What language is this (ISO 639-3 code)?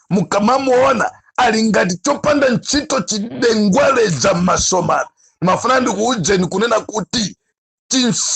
nya